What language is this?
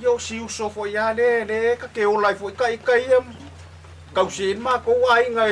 Samoan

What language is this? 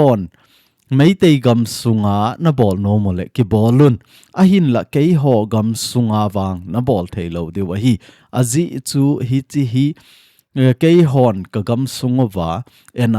Thado Chin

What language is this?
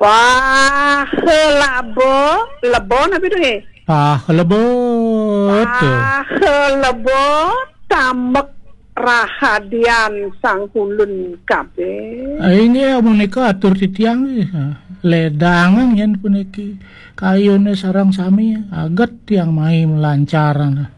Balinese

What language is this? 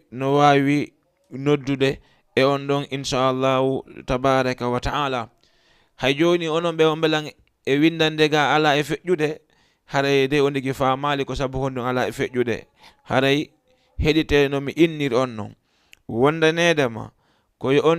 Fula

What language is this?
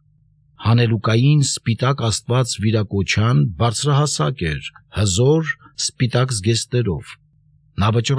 Armenian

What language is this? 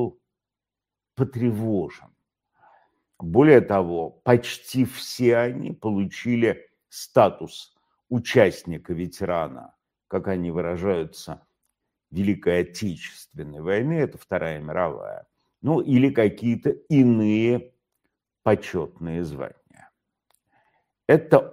Russian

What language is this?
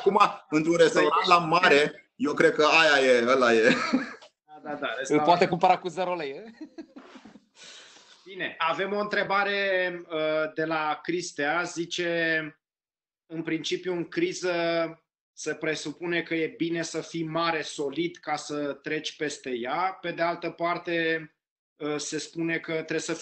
Romanian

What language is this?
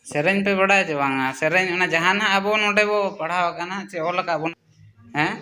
Santali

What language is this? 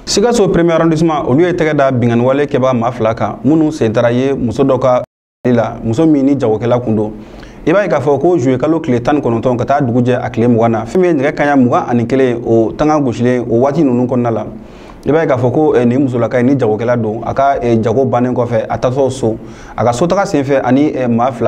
Bambara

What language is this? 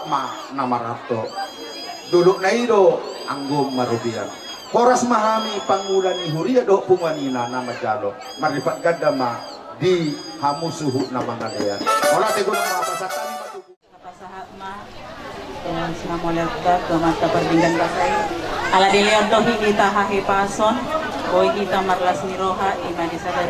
Batak Toba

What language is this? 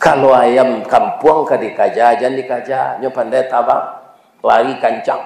Minangkabau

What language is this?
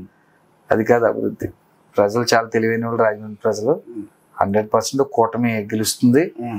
Telugu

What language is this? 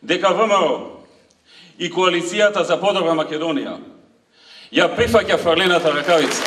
Macedonian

